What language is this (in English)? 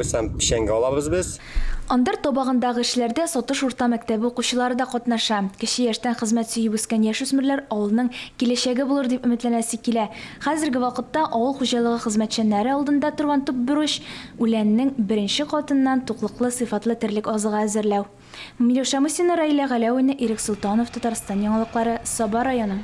Tatar